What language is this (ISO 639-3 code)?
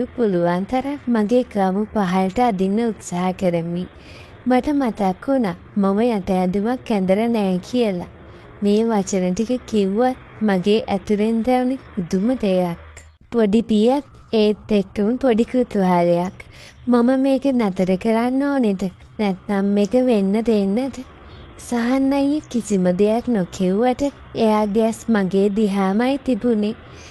sin